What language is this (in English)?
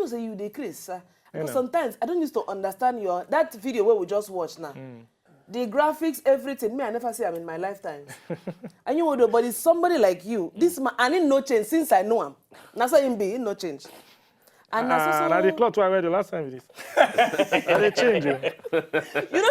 Nigerian Pidgin